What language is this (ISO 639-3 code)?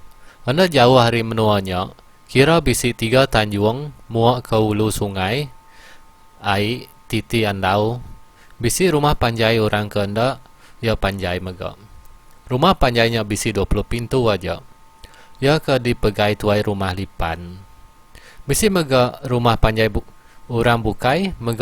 iba